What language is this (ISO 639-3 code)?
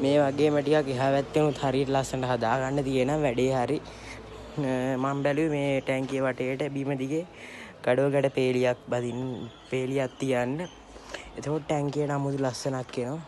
sin